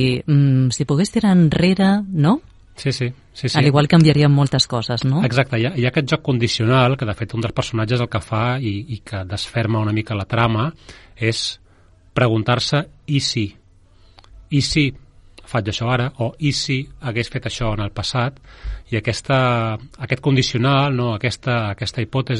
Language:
Catalan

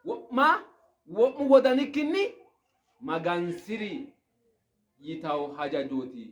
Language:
Sidamo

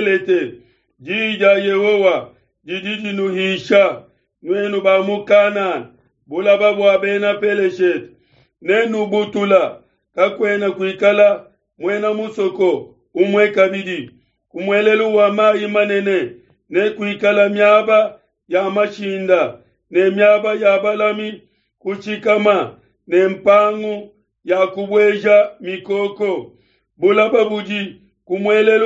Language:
Luba-Lulua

